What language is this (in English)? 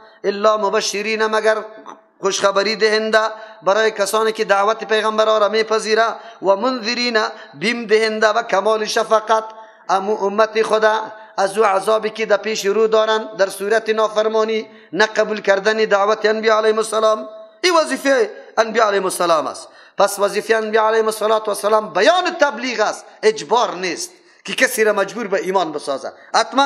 Persian